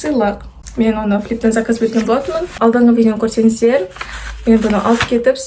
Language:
Kazakh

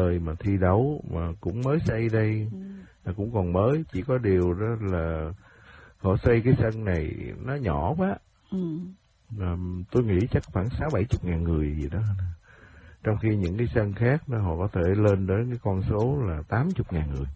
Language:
Vietnamese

